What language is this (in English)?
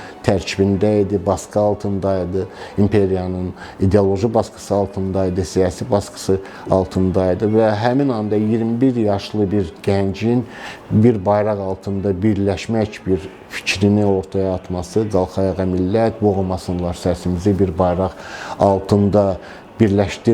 Azerbaijani